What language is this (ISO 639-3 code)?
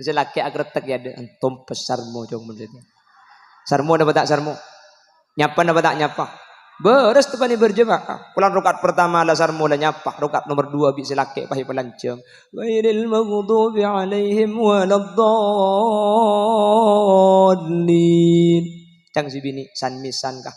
mad